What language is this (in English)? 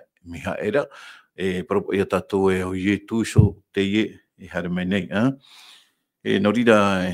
Tahitian